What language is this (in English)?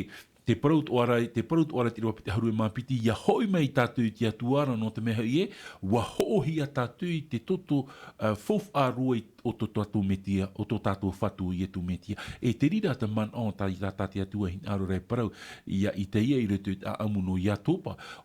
Tahitian